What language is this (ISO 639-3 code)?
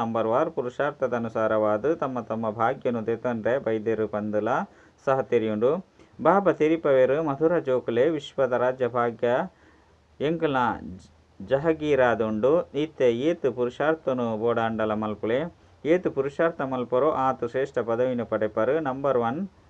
tcy